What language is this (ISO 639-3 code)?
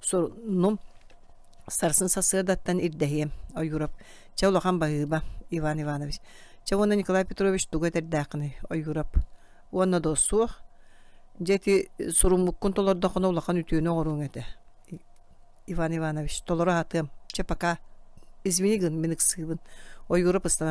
sah